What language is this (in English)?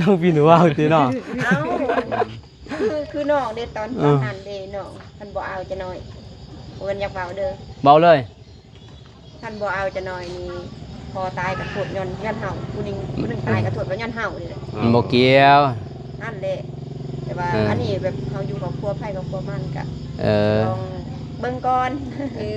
Lao